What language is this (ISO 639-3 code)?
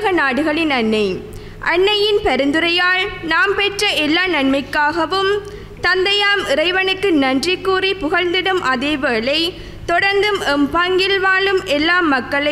tam